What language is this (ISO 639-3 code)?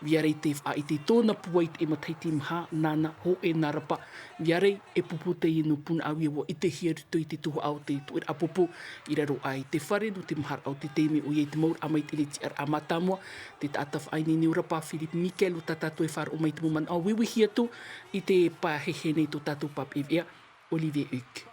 tah